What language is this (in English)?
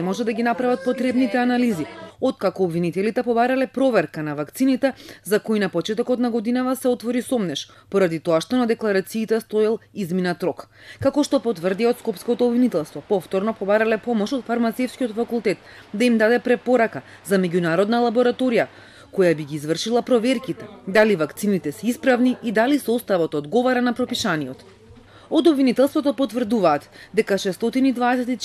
Macedonian